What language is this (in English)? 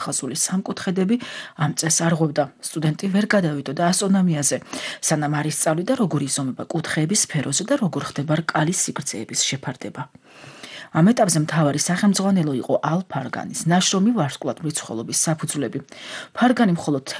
Georgian